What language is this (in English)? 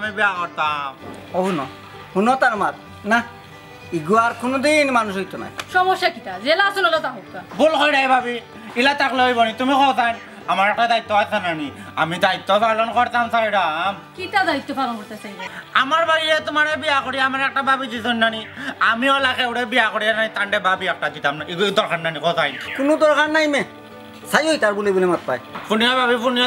Sylheti